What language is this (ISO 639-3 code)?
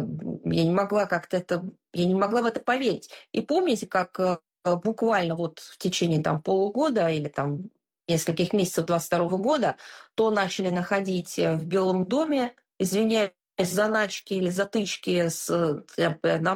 rus